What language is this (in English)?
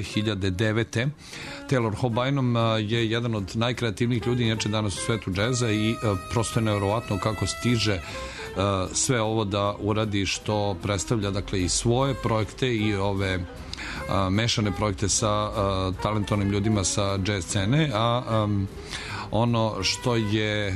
Serbian